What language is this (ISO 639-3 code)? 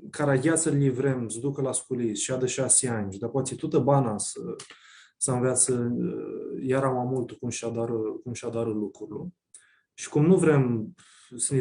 rup